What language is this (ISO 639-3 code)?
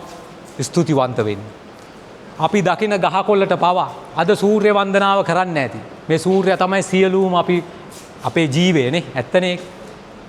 sin